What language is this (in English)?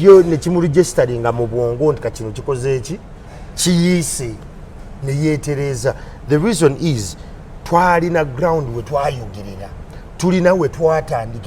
Ganda